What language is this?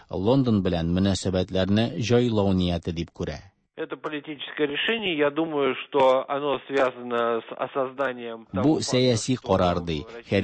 Tatar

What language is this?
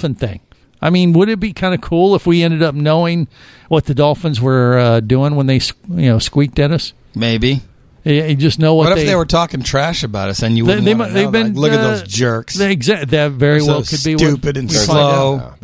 English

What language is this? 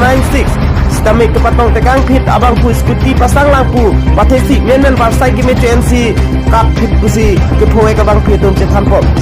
Karbi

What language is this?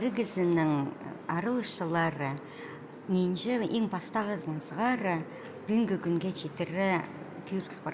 Khakas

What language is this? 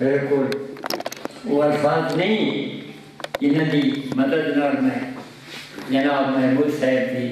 Saraiki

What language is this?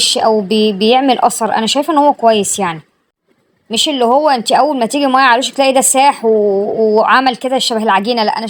Egyptian Arabic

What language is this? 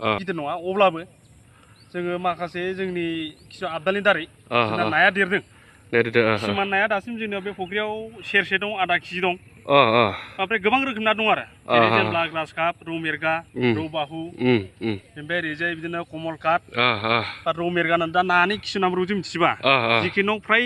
Bodo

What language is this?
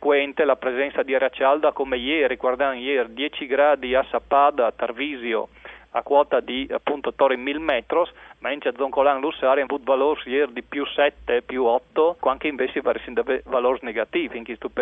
Friulian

